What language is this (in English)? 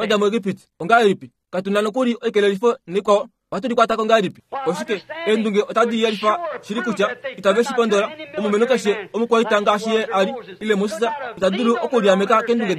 Kuanyama